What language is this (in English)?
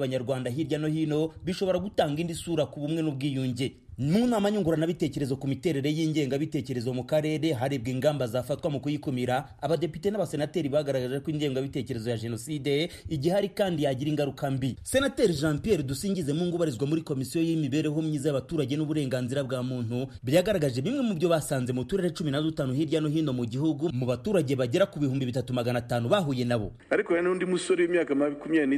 Kinyarwanda